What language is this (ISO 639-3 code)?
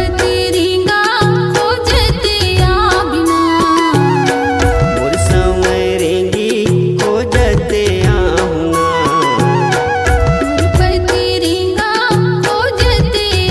hne